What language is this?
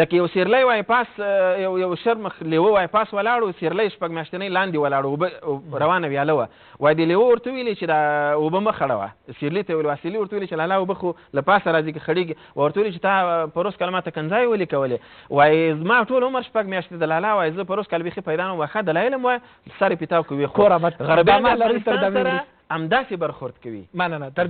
Pashto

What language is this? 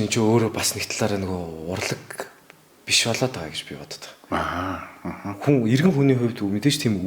Mongolian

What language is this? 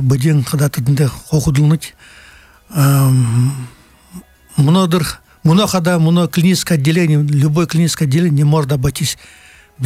Buriat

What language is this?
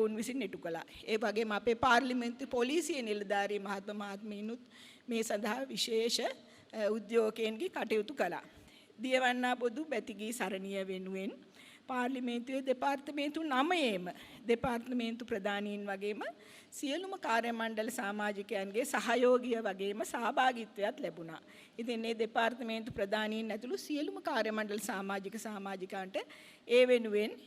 Sinhala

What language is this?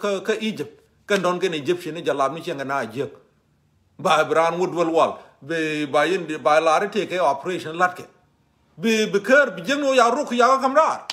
Nuer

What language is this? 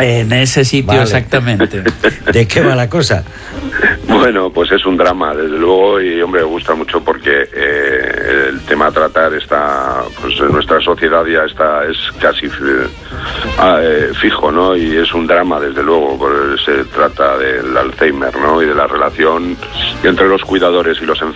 Spanish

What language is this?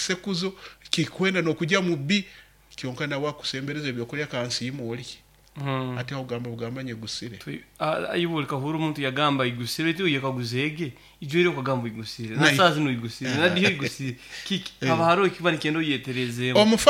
Nyoro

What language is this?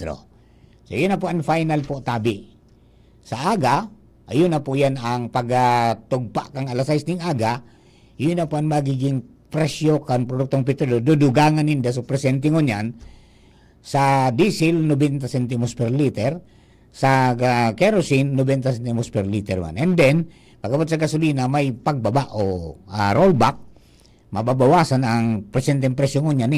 Bikol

